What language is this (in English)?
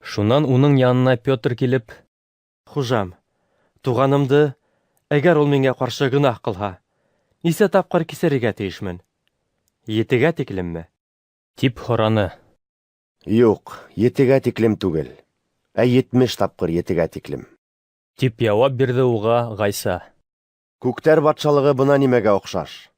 Bashkir